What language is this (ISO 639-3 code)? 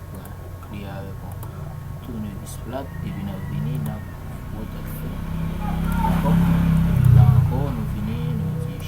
hat